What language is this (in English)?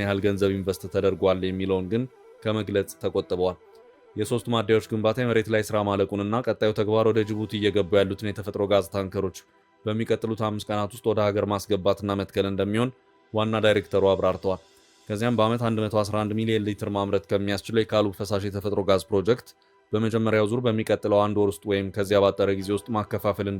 Amharic